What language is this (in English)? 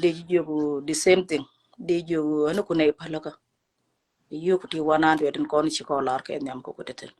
Nuer